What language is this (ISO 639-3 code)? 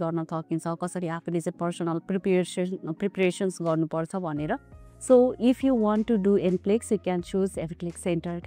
nep